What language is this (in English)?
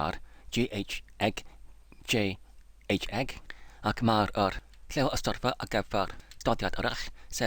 Welsh